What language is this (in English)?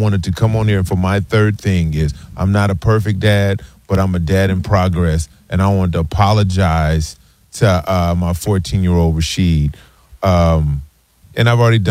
English